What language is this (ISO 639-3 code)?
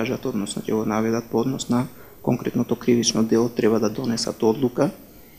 mkd